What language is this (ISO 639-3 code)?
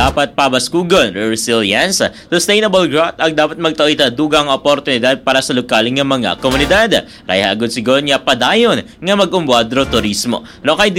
akl